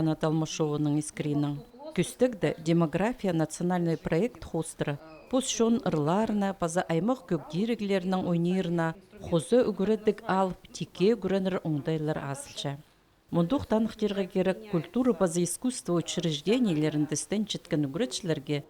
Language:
Khakas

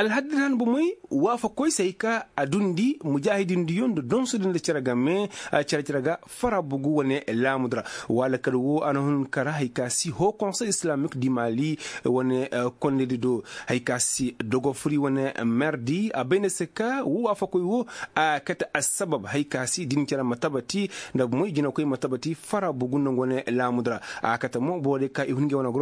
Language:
Koyraboro Senni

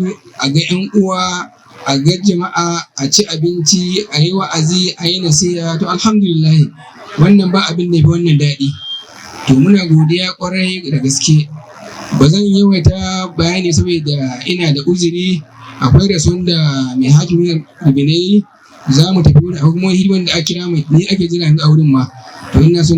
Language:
Hausa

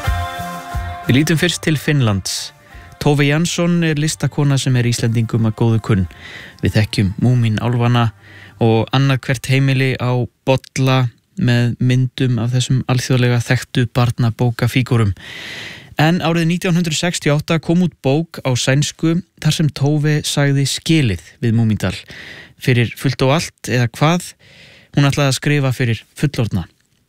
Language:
Icelandic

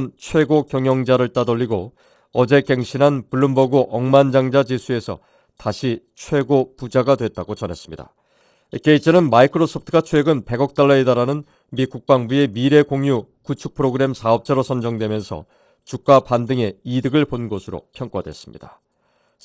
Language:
Korean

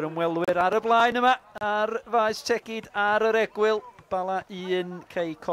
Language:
Welsh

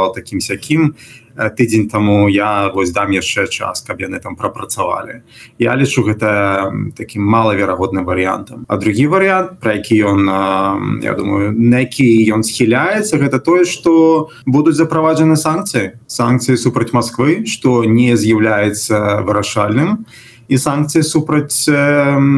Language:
Belarusian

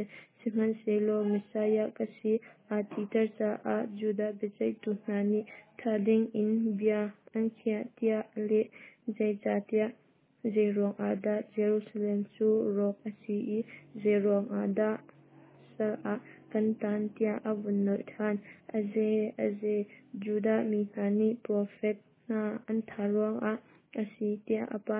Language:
Hakha Chin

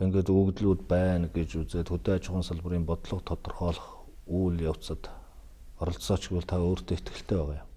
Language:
Mongolian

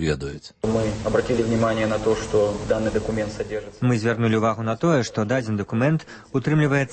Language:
Belarusian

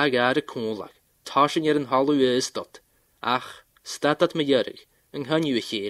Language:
Scottish Gaelic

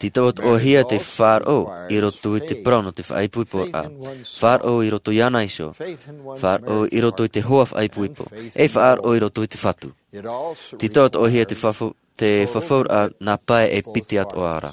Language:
Tahitian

